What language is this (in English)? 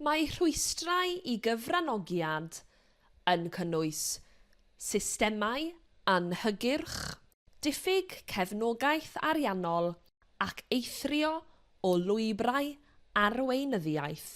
Welsh